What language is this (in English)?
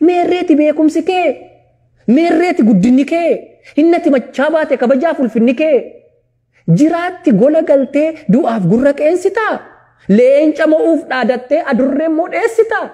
Oromo